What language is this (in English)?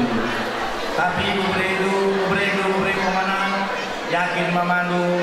Batak Karo